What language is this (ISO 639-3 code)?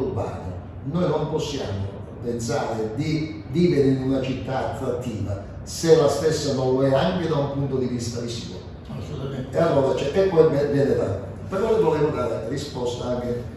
ita